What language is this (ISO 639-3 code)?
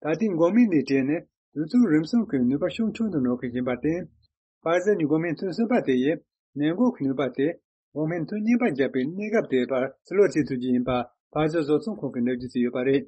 bod